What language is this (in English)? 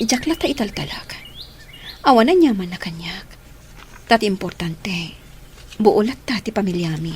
Iloko